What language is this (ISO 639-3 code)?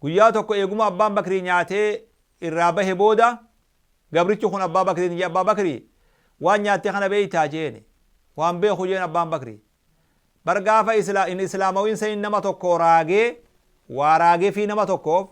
orm